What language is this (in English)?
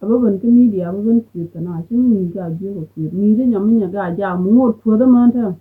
Nuer